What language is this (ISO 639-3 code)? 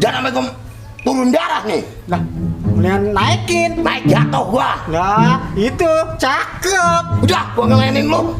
bew